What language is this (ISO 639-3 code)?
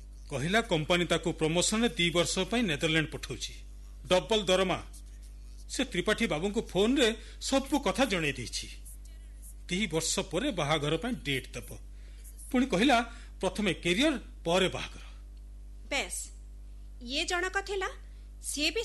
ori